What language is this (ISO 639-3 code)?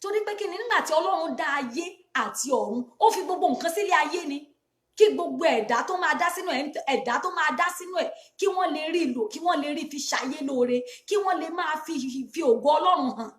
yor